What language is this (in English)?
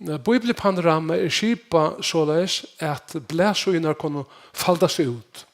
Faroese